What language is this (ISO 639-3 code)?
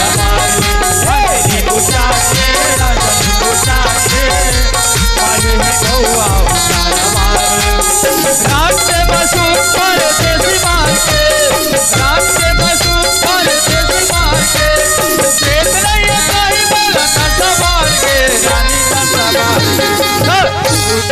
hne